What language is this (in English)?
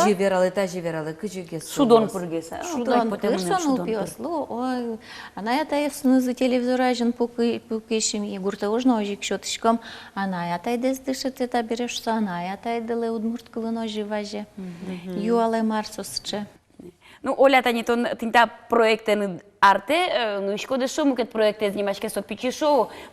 Udmurt